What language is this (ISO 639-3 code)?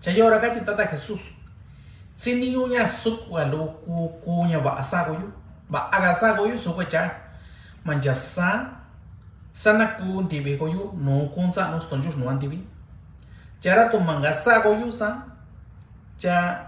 mix